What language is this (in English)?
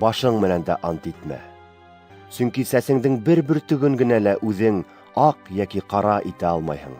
Bashkir